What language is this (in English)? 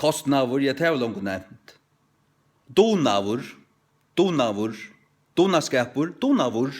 Faroese